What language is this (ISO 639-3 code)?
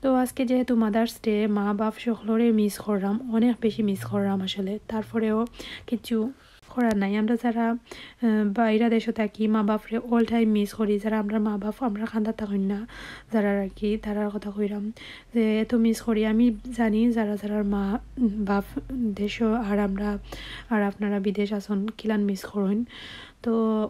syl